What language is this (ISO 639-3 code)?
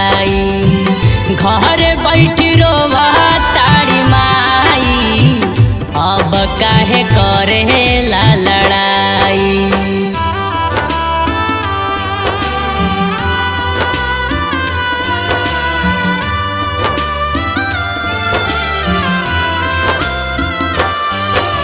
bho